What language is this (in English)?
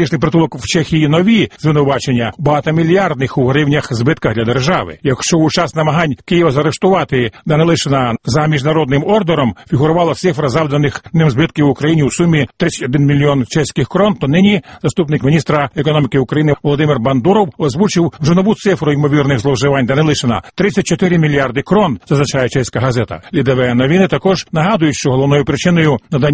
Ukrainian